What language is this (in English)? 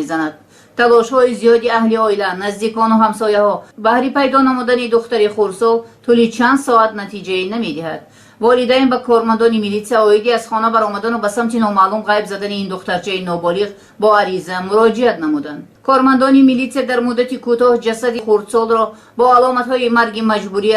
Tajik